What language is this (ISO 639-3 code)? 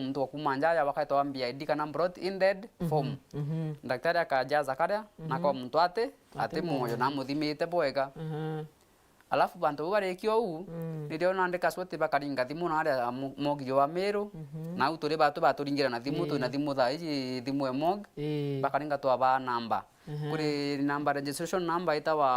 mer